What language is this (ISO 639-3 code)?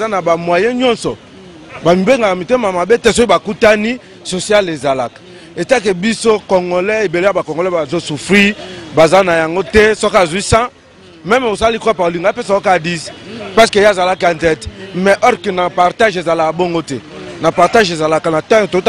lin